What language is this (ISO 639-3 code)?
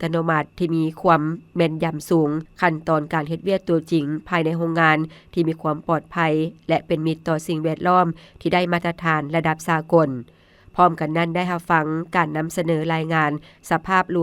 lao